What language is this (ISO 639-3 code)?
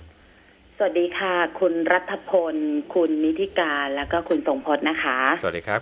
tha